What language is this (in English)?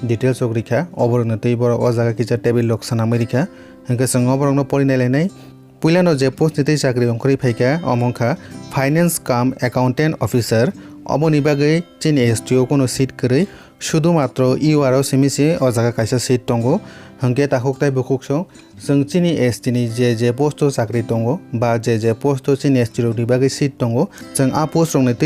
Kok Borok